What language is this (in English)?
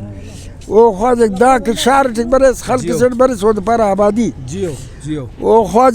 Brahui